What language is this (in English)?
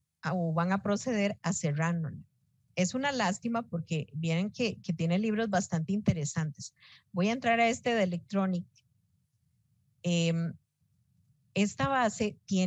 Spanish